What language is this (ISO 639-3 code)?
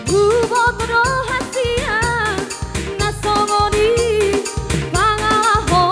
bbc